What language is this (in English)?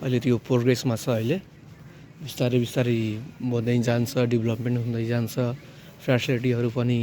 Nepali